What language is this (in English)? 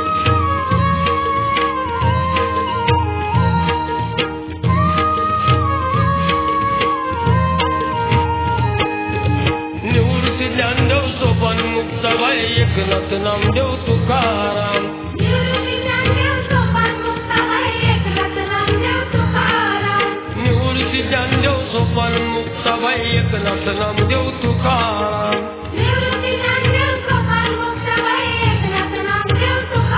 Marathi